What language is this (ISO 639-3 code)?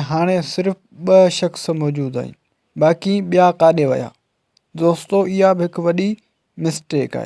snd